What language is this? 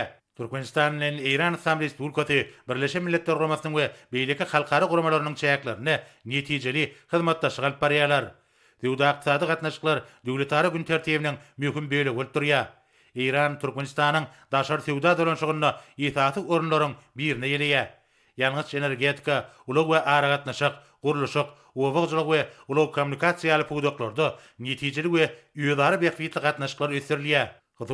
Turkmen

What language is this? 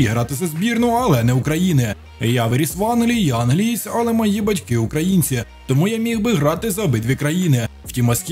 Ukrainian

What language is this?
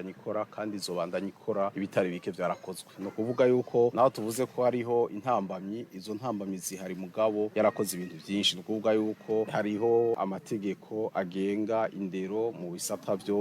Rundi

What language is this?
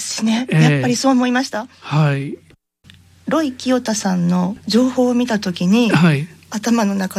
Japanese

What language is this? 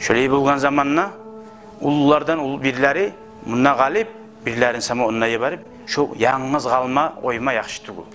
Kumyk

